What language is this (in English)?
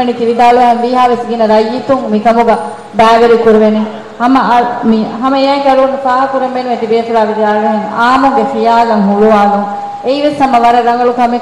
Divehi